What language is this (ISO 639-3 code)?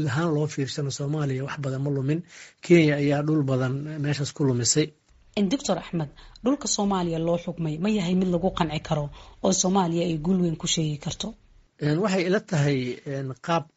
som